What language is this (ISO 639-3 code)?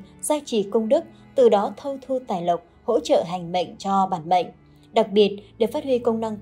vie